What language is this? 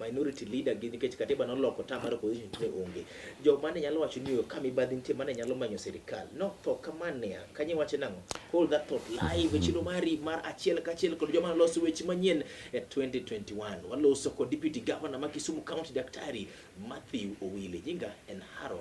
Luo (Kenya and Tanzania)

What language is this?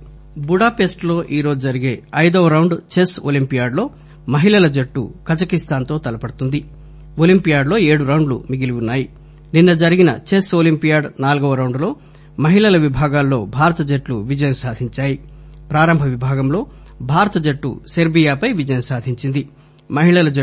Telugu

